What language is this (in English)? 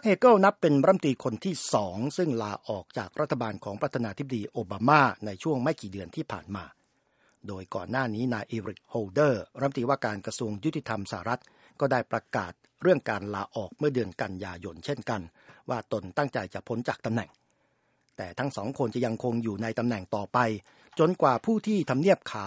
Thai